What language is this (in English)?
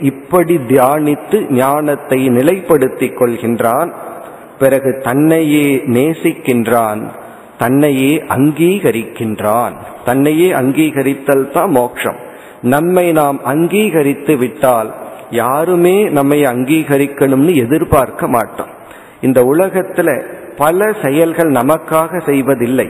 Tamil